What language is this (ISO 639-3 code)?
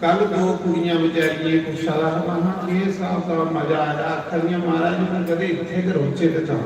doi